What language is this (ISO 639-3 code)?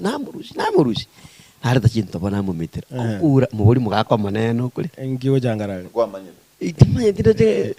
guz